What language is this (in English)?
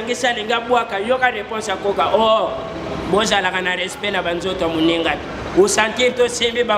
Lingala